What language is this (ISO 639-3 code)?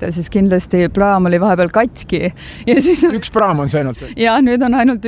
est